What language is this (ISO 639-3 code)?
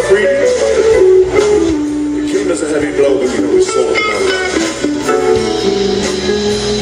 eng